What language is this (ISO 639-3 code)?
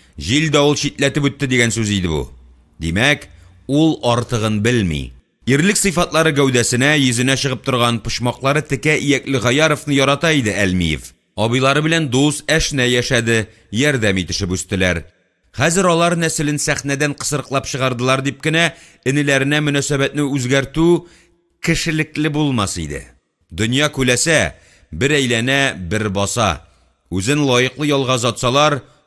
tat